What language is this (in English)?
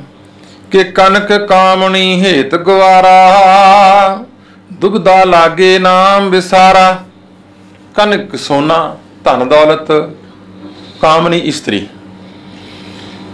Punjabi